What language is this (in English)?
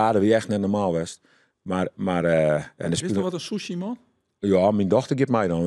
Western Frisian